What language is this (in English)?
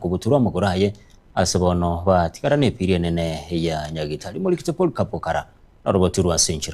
Gusii